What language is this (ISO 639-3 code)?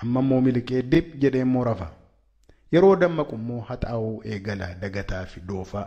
orm